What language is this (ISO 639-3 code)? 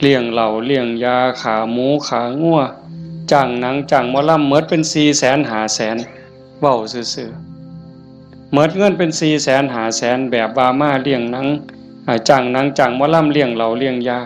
tts